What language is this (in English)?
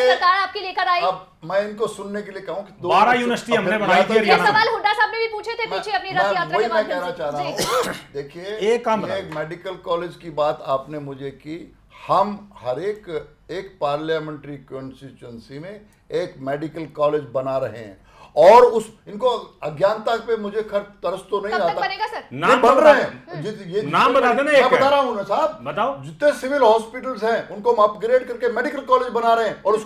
Hindi